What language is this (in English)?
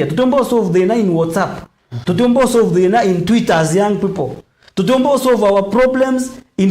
Meru